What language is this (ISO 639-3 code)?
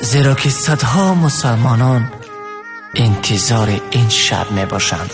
tgk